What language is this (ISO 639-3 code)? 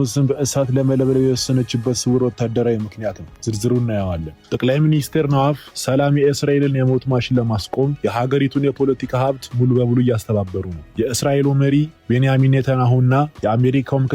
amh